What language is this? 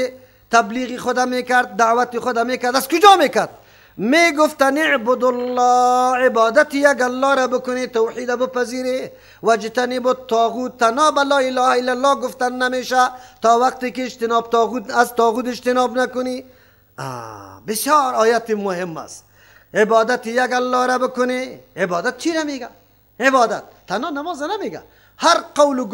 Persian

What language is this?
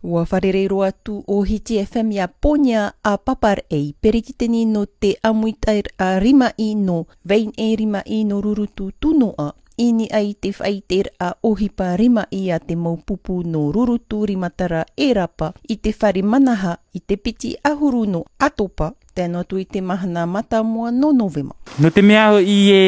Tahitian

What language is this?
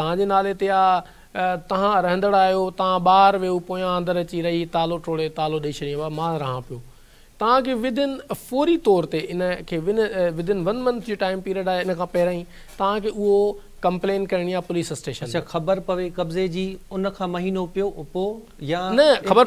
Sindhi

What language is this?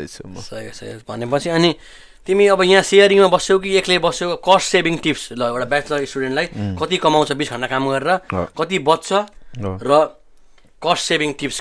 Nepali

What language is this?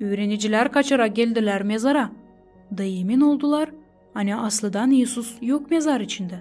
Gagauz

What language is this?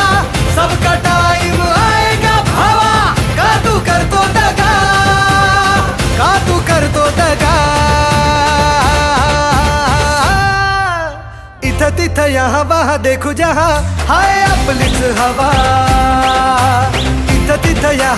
Marathi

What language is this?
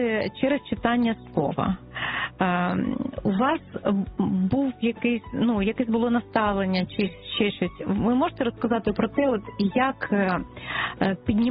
Ukrainian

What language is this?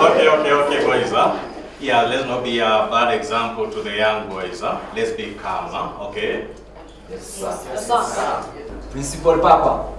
Gusii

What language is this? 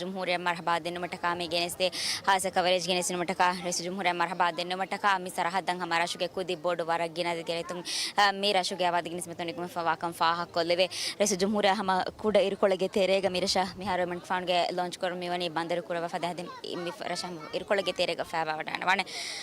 Divehi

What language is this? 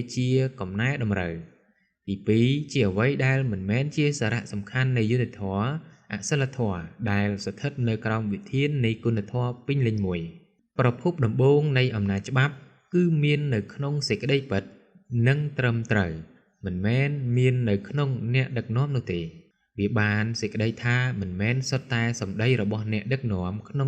Khmer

